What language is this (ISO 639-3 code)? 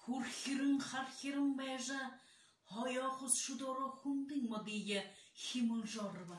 bua